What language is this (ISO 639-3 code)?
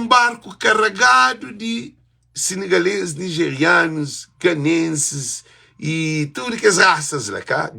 kea